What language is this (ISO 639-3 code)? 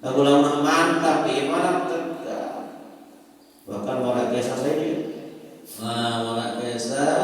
sas